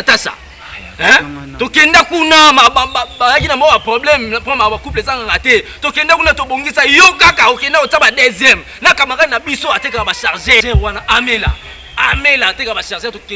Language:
Lingala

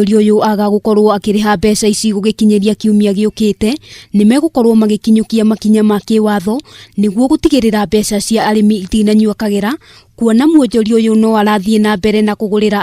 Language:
Kikuyu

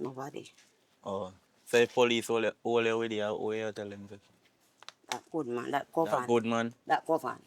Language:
Jamaican Creole English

